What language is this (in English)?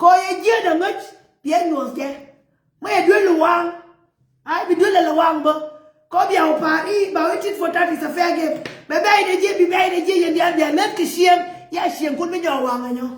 Nuer